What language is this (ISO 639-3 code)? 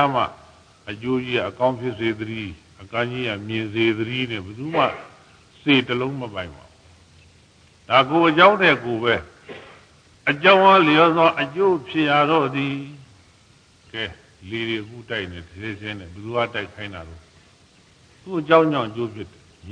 mya